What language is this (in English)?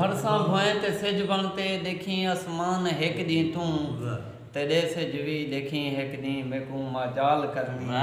Saraiki